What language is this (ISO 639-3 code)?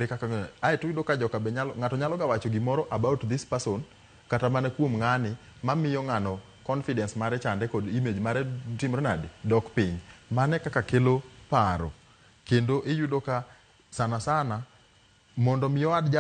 luo